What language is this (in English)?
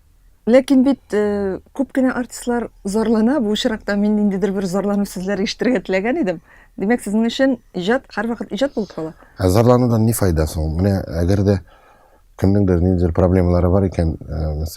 Tatar